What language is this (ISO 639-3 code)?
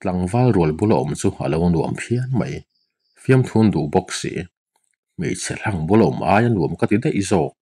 lus